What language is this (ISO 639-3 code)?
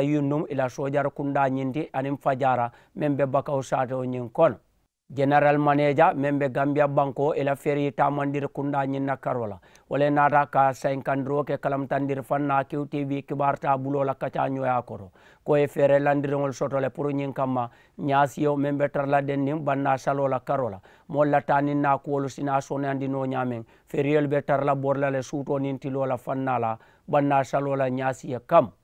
man